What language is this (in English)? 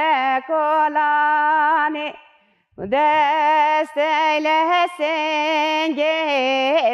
Kurdish